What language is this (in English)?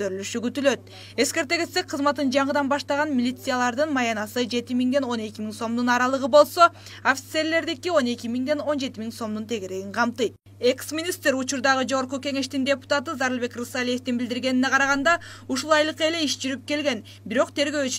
Kyrgyz